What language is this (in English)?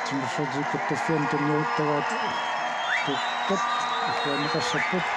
Kalaallisut